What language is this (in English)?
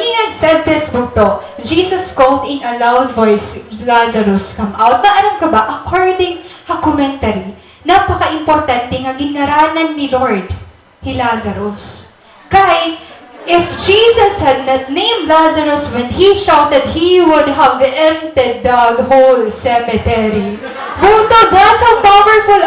Waray